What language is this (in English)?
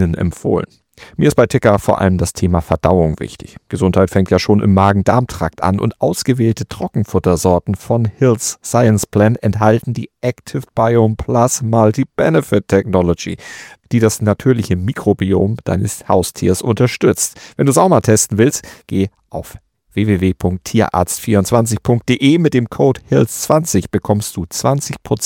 German